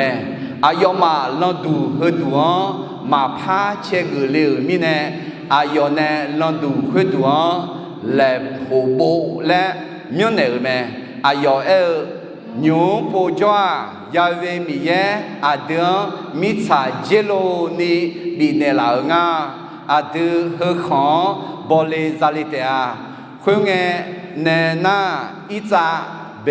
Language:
Akha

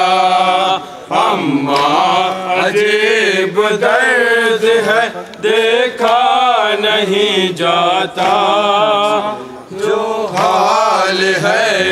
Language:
Urdu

